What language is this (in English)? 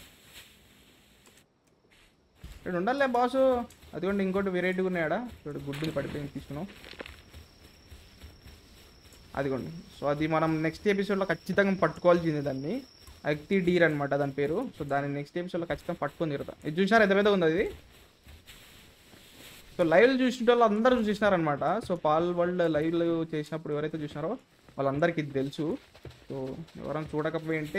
Telugu